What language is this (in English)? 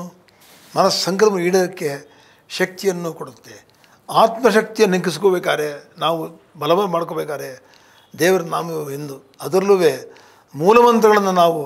Kannada